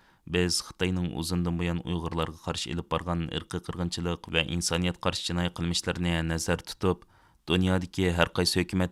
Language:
Uyghur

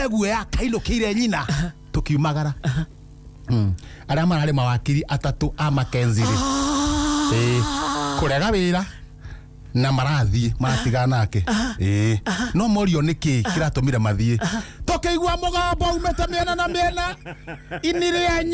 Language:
Kikuyu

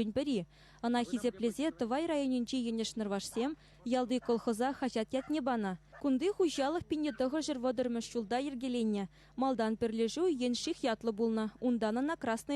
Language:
Chuvash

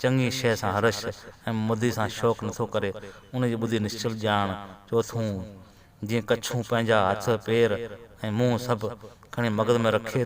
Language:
Sindhi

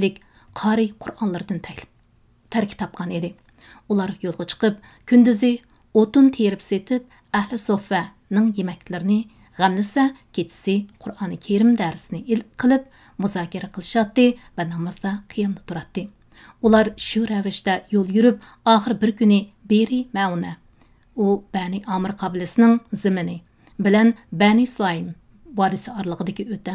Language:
Uyghur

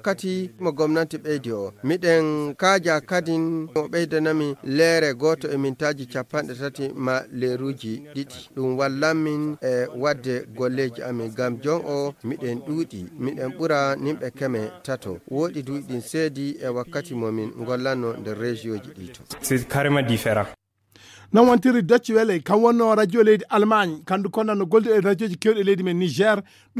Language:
Fula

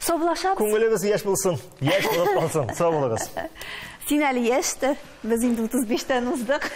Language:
Tatar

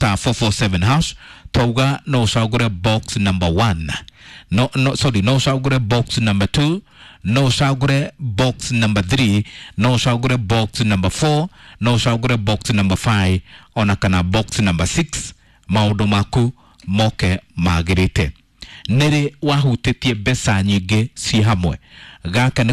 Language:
Kikuyu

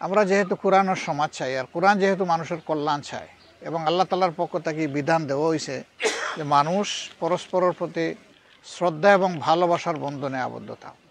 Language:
Sylheti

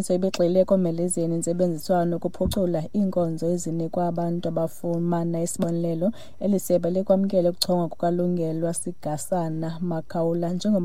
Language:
Xhosa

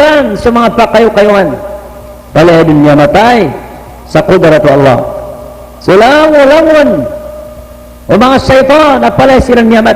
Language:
Maranao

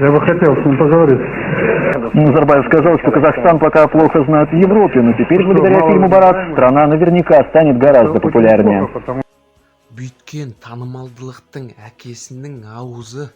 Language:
Kazakh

